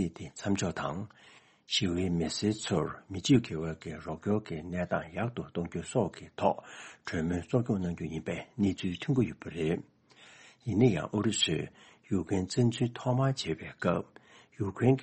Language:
Tibetan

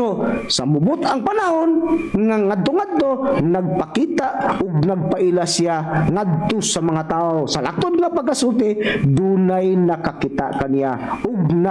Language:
Cebuano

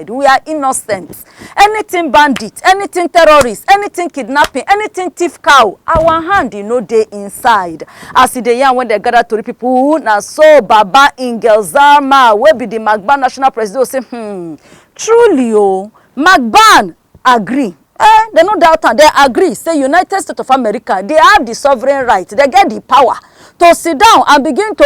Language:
Nigerian Pidgin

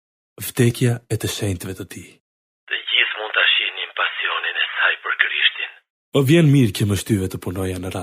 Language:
Albanian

